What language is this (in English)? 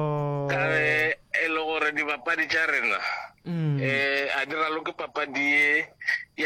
Northern Sotho